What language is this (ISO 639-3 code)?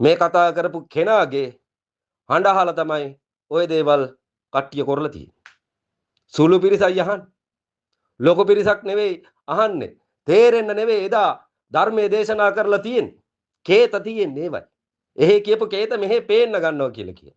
sin